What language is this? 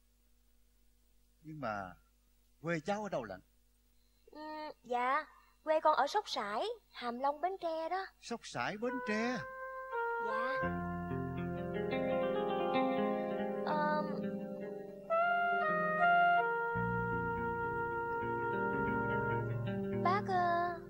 Vietnamese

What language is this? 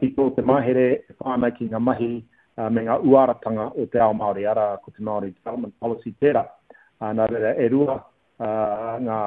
Māori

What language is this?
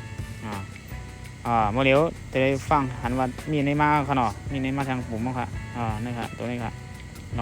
Shan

